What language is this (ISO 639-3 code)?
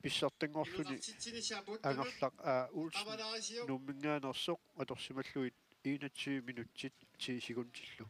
kal